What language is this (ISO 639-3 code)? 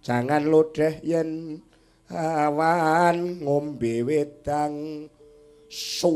jav